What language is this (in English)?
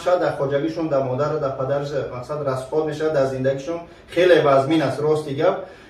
Tajik